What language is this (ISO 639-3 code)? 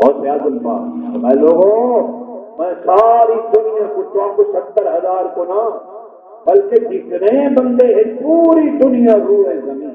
skr